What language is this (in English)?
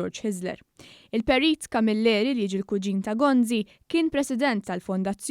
Maltese